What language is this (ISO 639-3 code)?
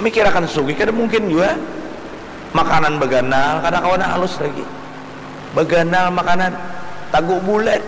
bjn